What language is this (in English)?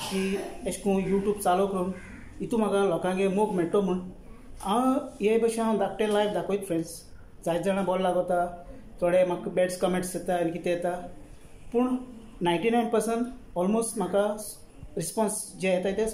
Konkani